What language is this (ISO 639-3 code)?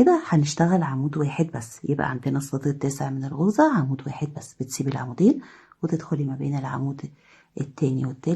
arz